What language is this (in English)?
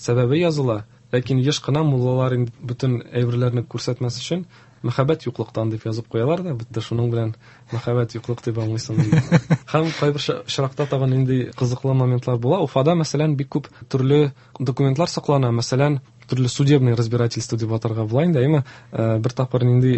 Tatar